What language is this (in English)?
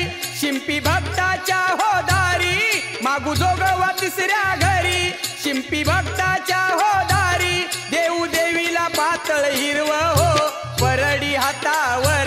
Marathi